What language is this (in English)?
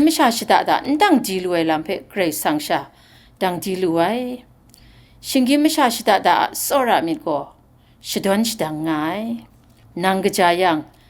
Kachin